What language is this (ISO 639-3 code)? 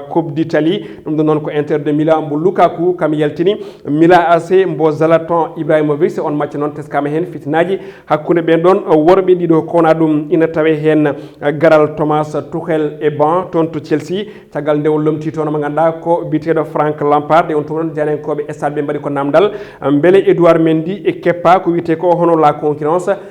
ful